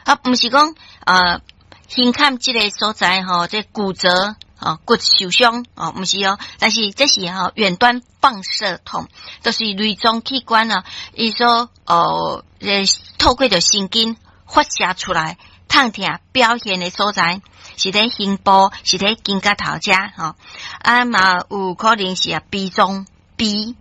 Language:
Min Nan Chinese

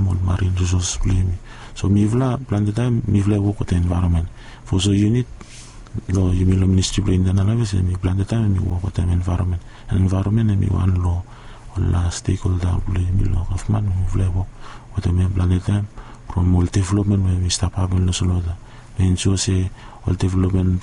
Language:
Bislama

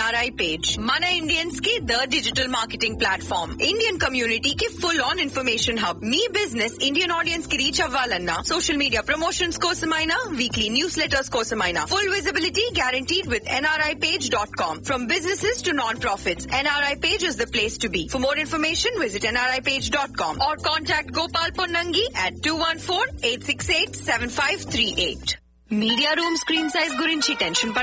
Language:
Telugu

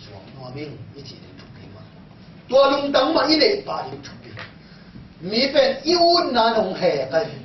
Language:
Tedim Chin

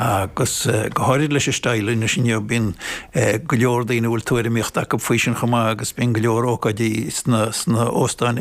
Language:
Irish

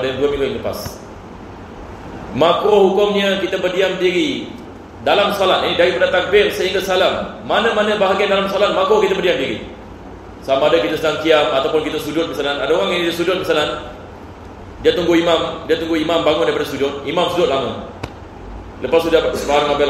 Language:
Malay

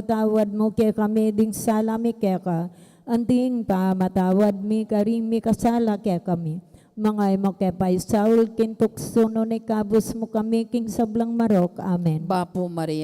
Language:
Pampanga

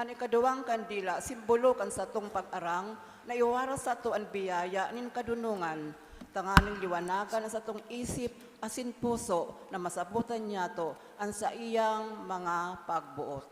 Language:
Bikol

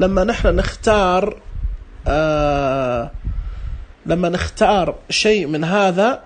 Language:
Najdi Arabic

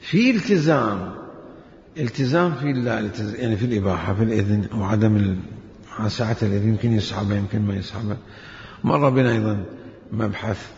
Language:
Mesopotamian Arabic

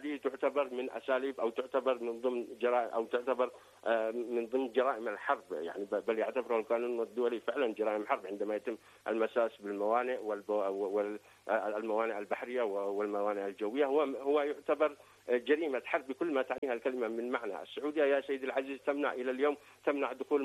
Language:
Arabic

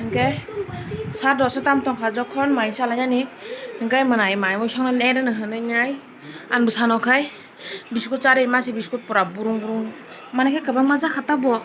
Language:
Kok Borok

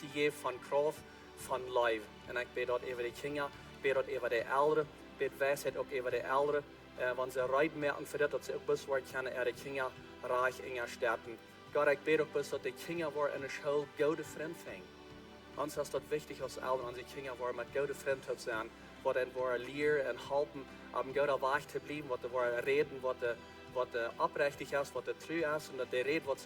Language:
Plautdietsch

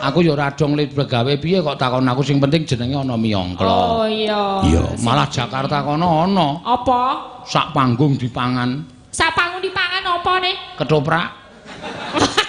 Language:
Javanese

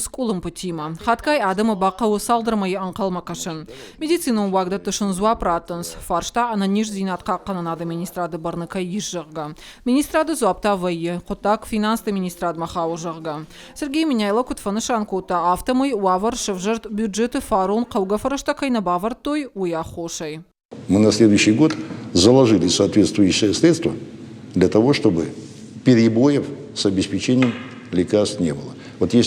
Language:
Ossetic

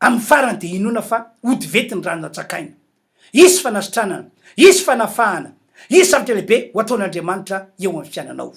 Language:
Malagasy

